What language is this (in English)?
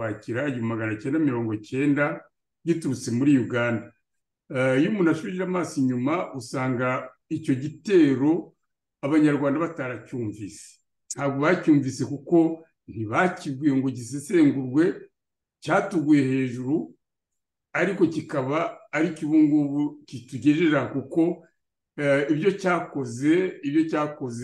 Kinyarwanda